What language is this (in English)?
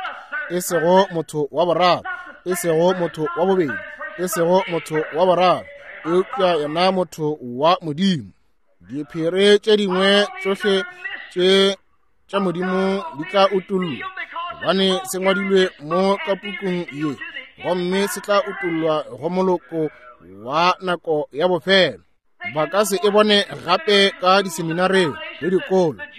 Northern Sotho